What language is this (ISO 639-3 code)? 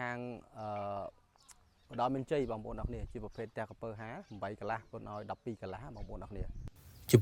khm